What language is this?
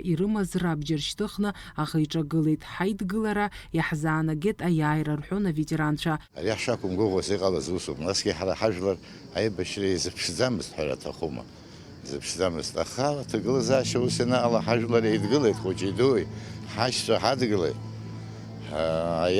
Abkhazian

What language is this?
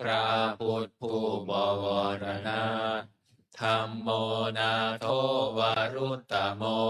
Pali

